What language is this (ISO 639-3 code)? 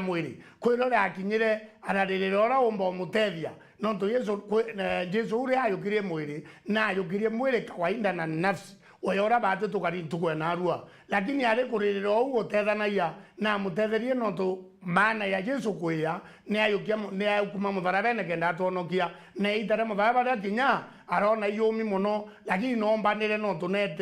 mer